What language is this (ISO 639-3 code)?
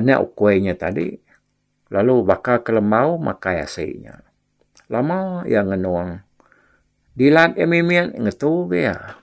iba